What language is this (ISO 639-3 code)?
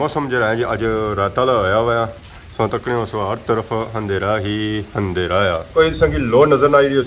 phr